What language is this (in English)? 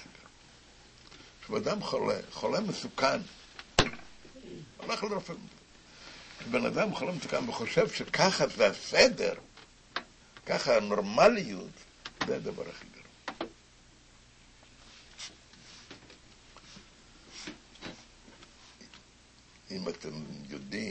Hebrew